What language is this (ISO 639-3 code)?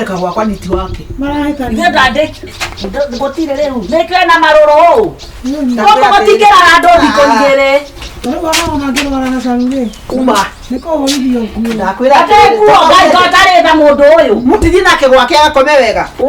kik